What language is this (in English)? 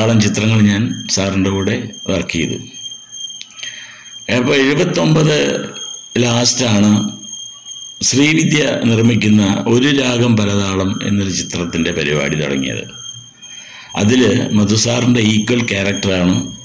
Malayalam